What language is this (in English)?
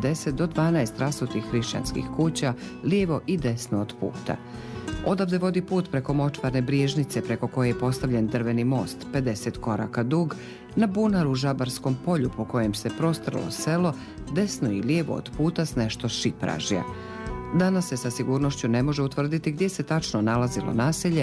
Bosnian